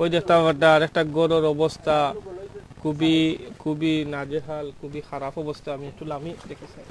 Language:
Sylheti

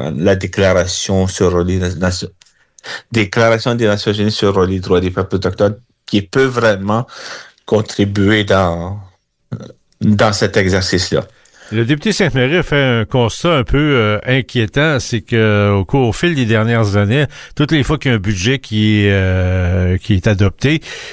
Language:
French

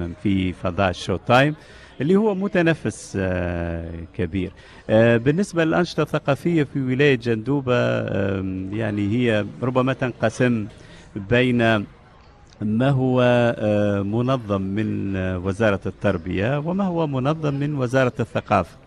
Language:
Tunisian Arabic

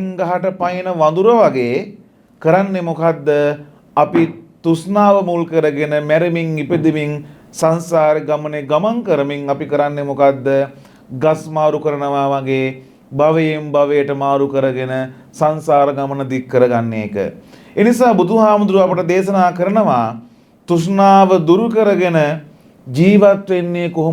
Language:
Sinhala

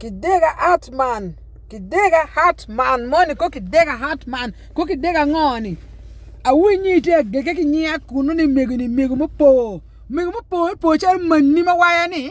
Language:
Acoli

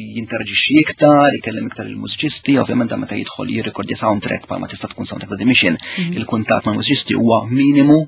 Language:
Maltese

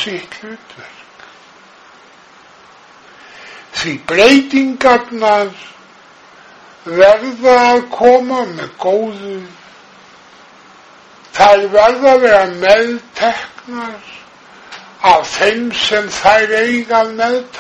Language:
Icelandic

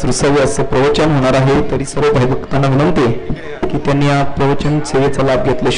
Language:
Marathi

